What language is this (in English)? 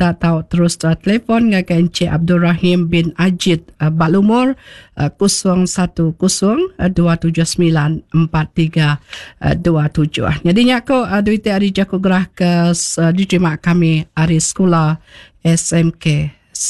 Iban